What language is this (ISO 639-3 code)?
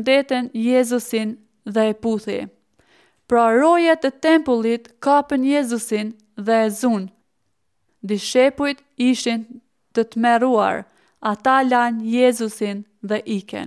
sqi